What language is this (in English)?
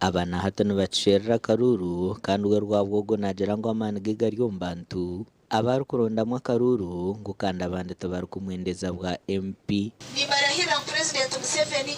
Nyankole